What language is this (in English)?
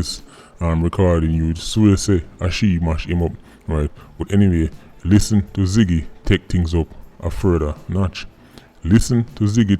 Jamaican Creole English